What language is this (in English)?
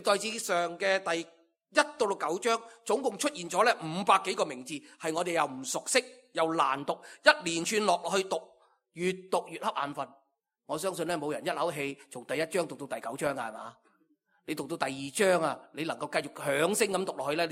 Cantonese